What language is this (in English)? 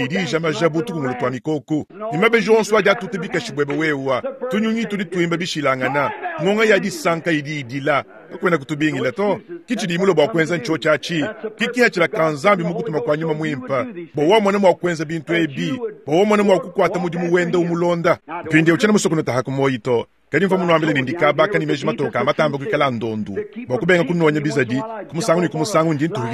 Luba-Lulua